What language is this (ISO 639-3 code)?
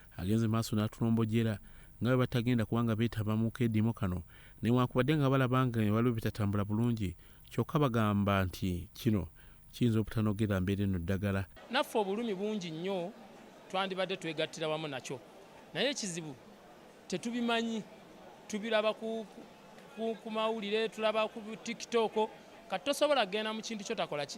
lug